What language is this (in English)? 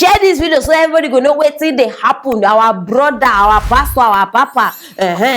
Nigerian Pidgin